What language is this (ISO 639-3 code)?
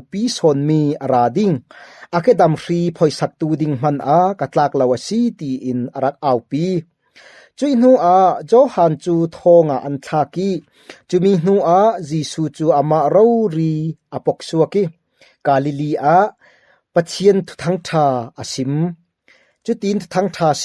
cfm